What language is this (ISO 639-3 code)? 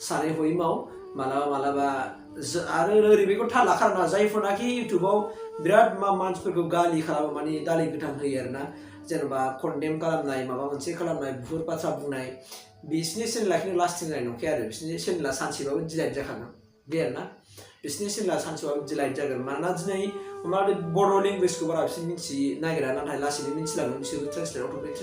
brx